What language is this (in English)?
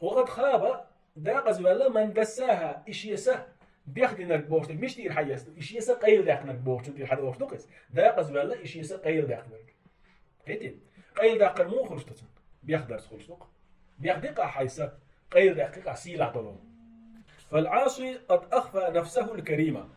Chechen